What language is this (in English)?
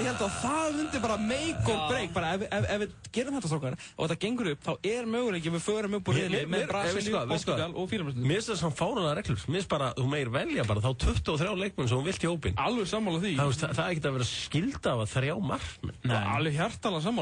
Icelandic